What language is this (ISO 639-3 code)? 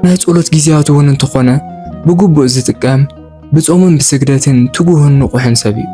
tir